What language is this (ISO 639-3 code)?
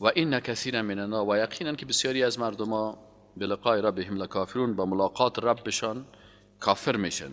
fas